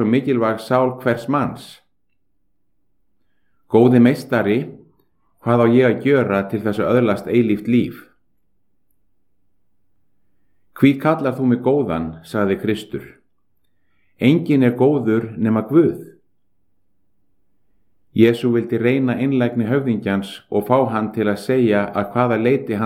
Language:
Icelandic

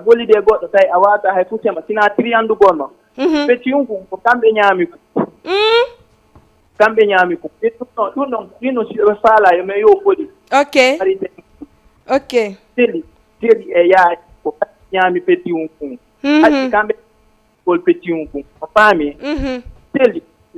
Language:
Fula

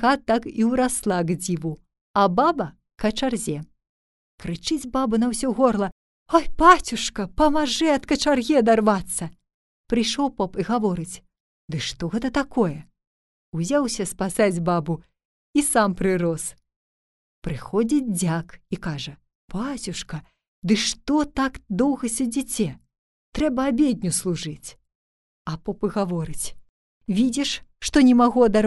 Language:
Belarusian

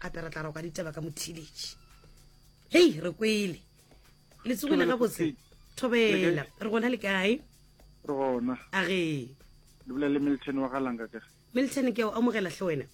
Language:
Northern Sotho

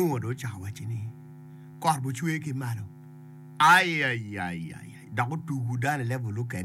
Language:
Acoli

